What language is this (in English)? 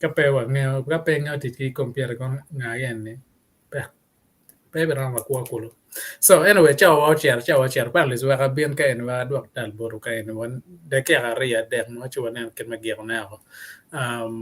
Acoli